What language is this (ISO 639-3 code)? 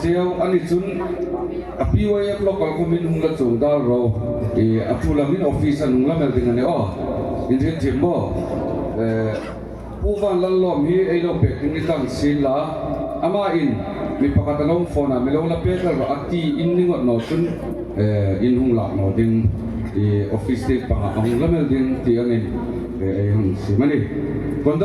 hmr